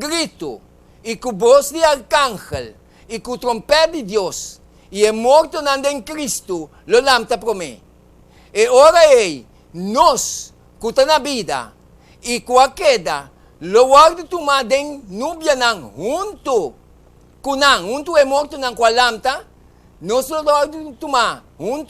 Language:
Papiamento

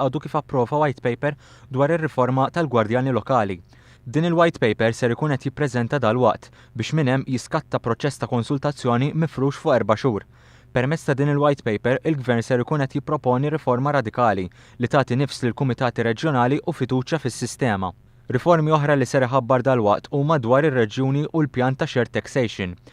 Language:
Maltese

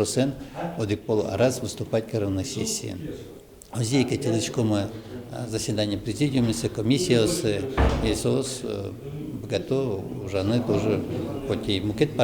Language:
Udmurt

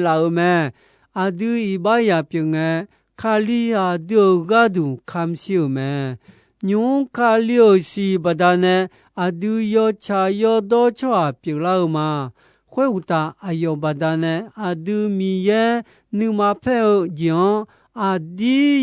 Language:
Akha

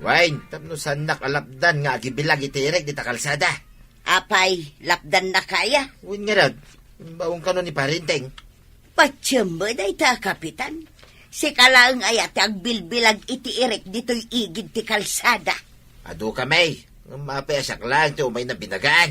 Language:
Iloko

